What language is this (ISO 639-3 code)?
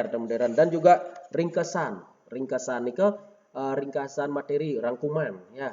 ban